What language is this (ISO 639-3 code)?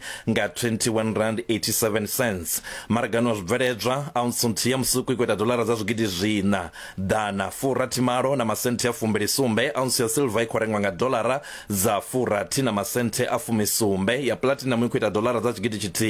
ven